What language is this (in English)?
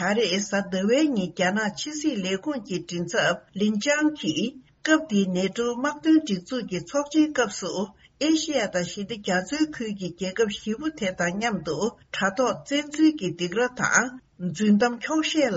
Tibetan